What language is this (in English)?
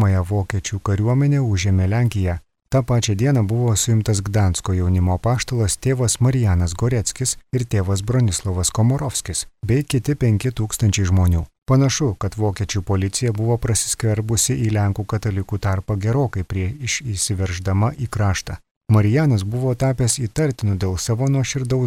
Lithuanian